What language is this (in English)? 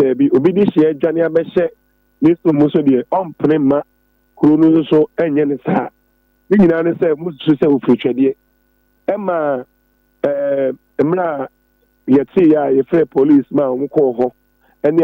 Akan